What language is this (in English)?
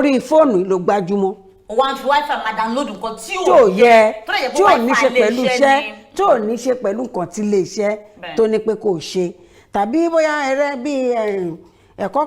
Yoruba